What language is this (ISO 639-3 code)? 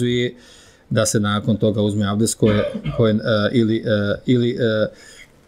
bos